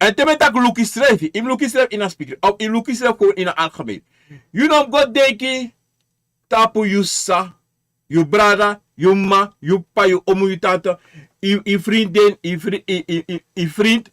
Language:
Sranan Tongo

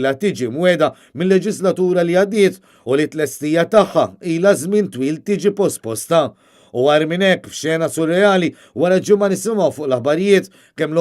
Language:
Maltese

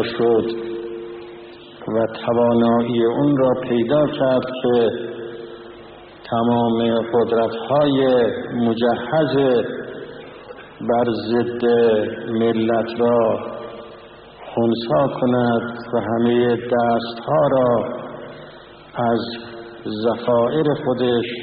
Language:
Persian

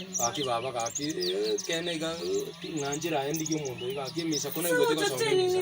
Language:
Gusii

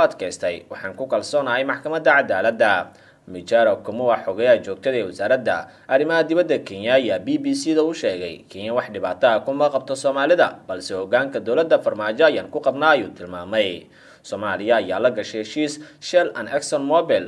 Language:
Somali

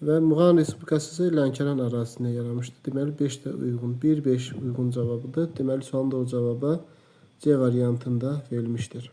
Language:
Azerbaijani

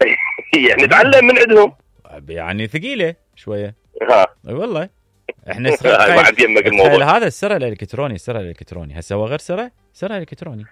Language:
Mesopotamian Arabic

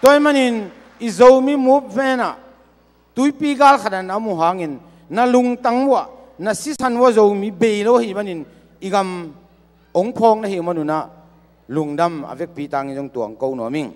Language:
Tedim Chin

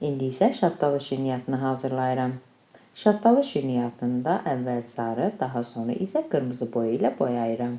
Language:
Azerbaijani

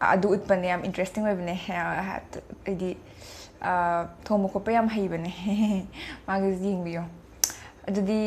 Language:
Manipuri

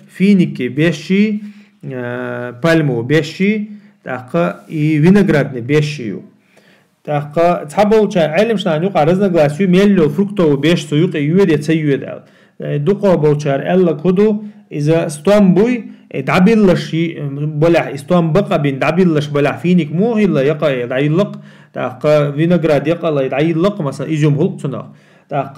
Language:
Chechen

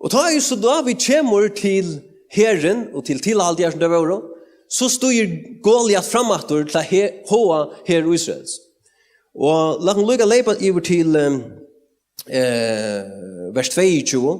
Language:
Faroese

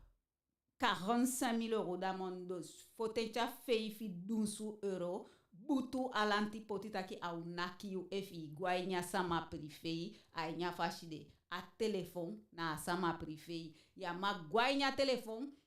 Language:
Eastern Maroon Creole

